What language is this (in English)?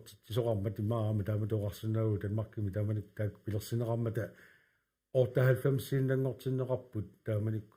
Kalaallisut